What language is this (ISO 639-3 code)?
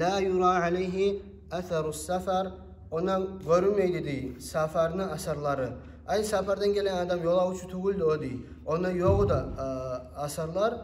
kum